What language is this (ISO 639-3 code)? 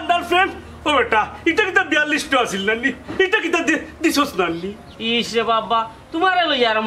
syl